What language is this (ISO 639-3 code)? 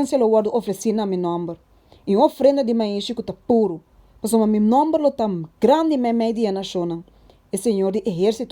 pap